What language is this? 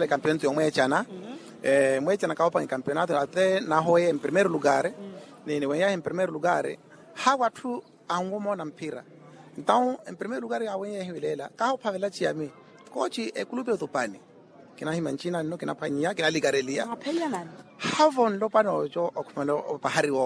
Makhuwa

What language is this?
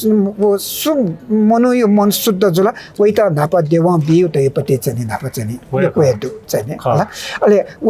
Newari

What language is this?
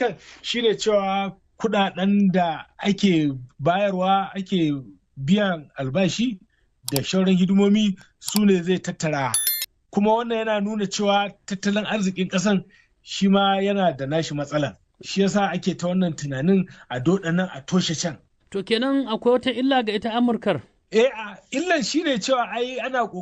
Hausa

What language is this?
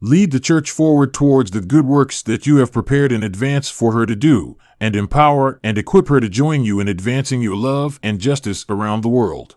English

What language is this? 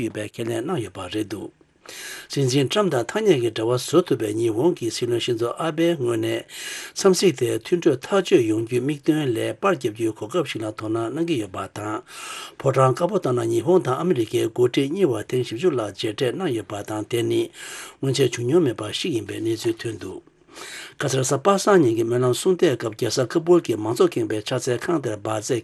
Tibetan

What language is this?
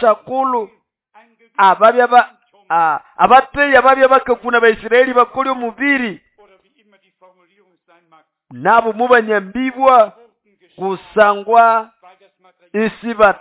Nande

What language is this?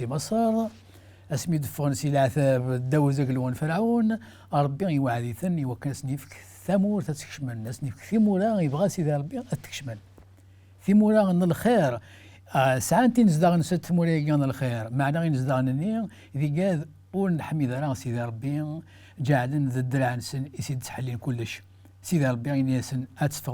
Kabyle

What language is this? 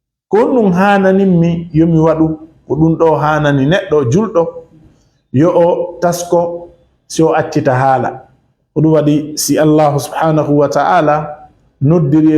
Fula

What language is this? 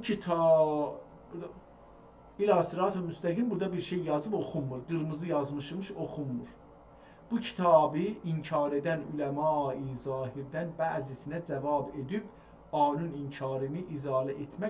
South Azerbaijani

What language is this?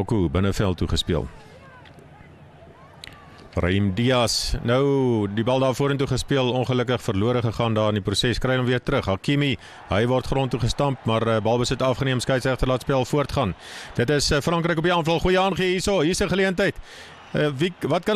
Afrikaans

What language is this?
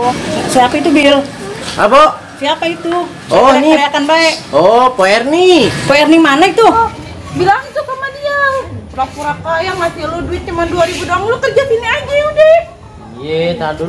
Betawi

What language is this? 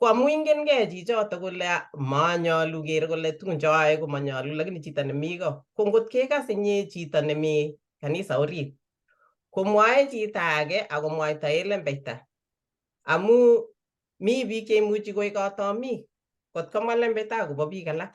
Kalenjin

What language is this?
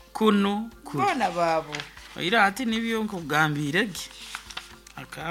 Nyoro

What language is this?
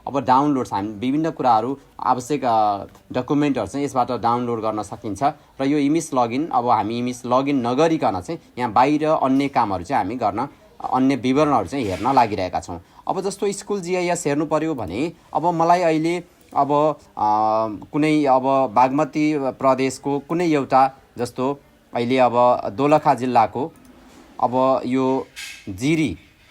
Nepali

